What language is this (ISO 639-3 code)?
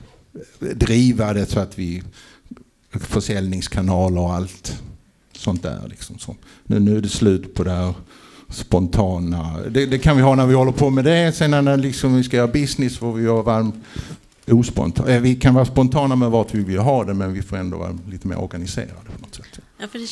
swe